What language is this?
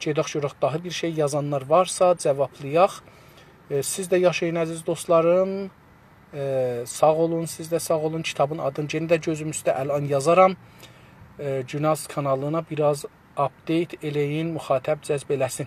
South Azerbaijani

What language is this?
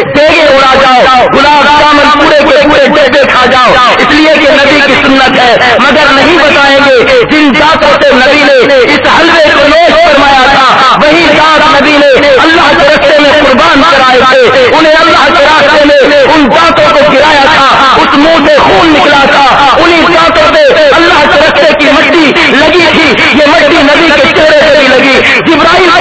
Urdu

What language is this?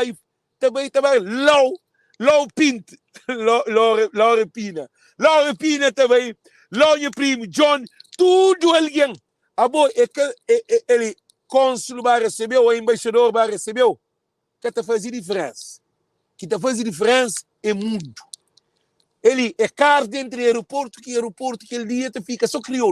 Kabuverdianu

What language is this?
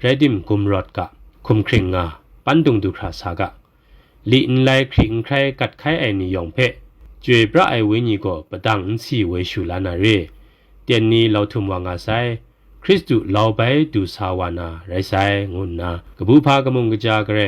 Kachin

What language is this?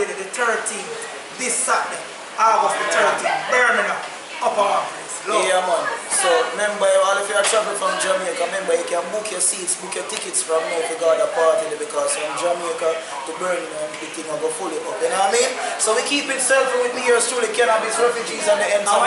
Jamaican Creole English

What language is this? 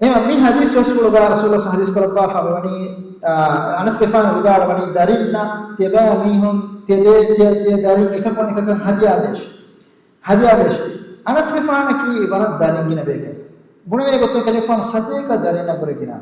Divehi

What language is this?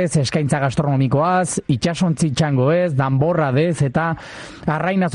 Basque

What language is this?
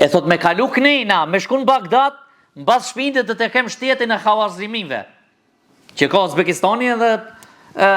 Albanian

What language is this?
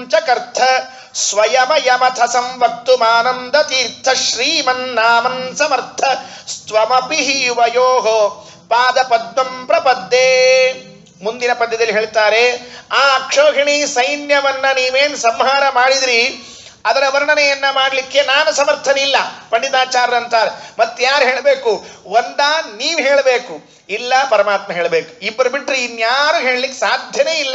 Kannada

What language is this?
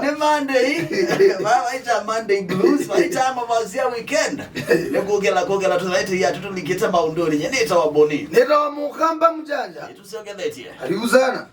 Kamba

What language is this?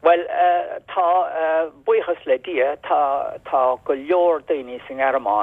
Irish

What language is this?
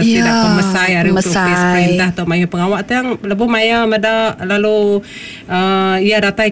Iban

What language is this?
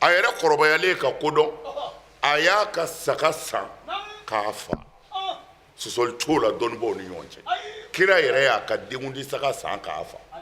Bambara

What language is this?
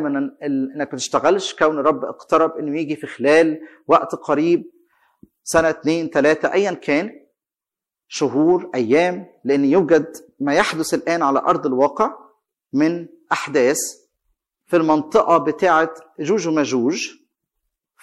Egyptian Arabic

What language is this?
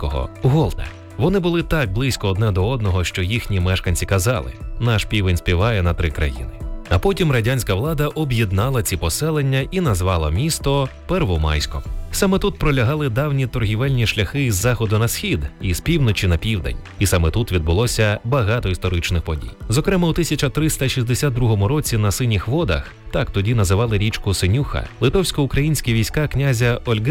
Ukrainian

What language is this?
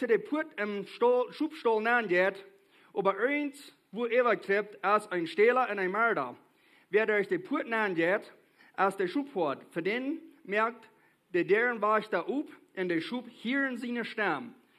Plautdietsch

